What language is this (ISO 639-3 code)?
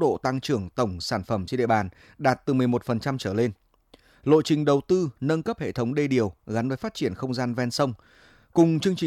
vie